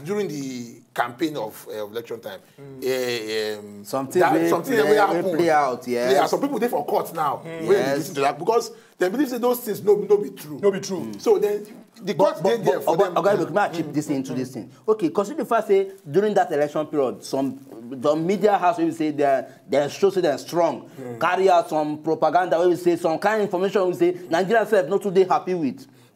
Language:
Nigerian Pidgin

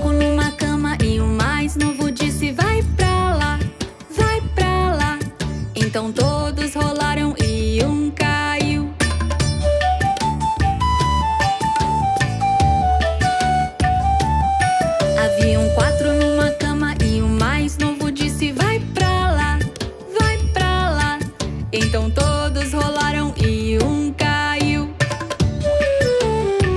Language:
Portuguese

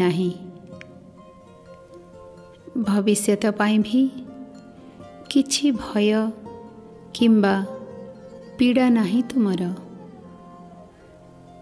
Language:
Odia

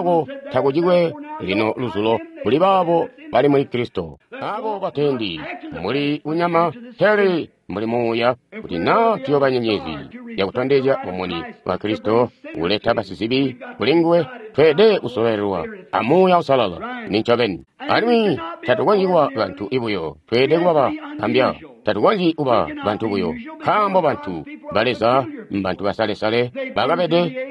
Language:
Tonga (Zambia)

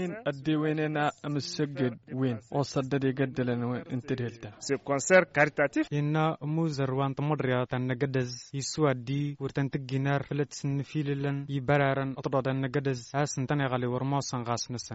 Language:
Tamasheq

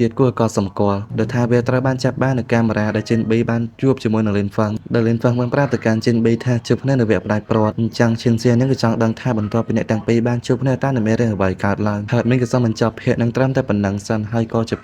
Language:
Khmer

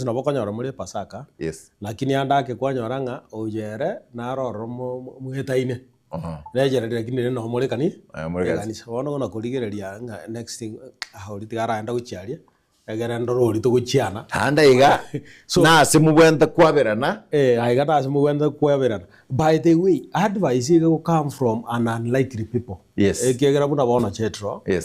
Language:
Gusii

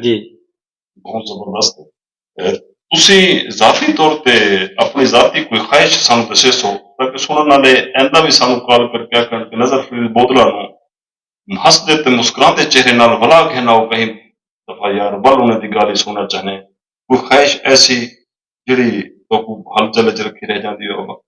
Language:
Saraiki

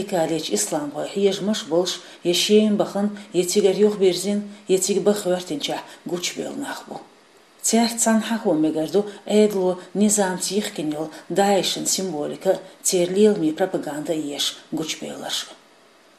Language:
Chechen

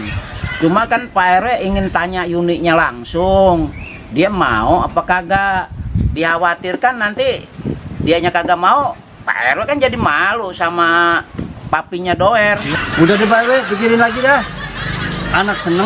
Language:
Betawi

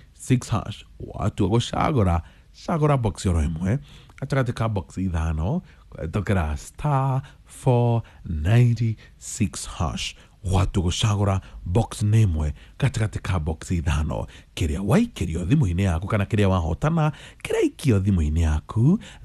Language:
Kikuyu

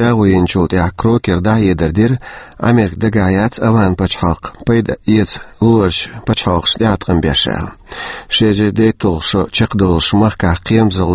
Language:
Chechen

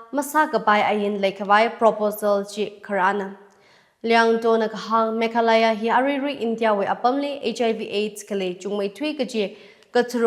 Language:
Tangkhul Naga (India)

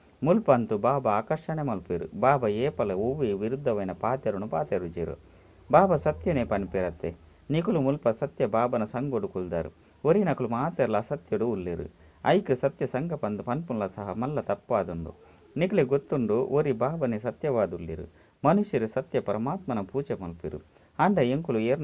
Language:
Tulu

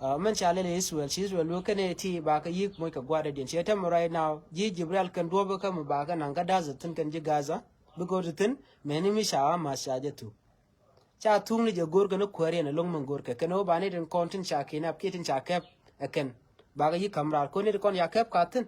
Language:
Nuer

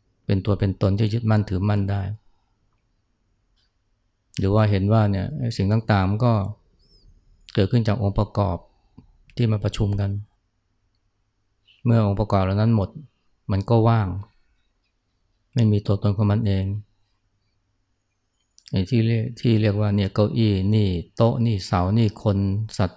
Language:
Thai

